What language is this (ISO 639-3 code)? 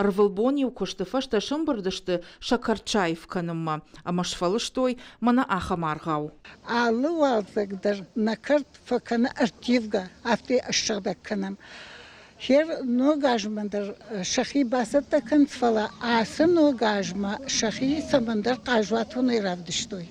oss